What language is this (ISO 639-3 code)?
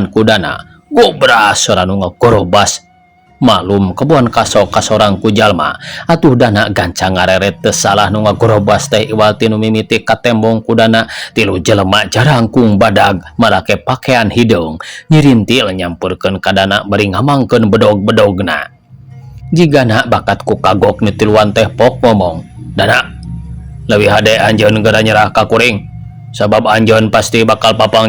sun